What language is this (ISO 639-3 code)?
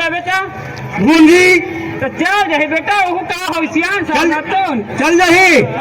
hne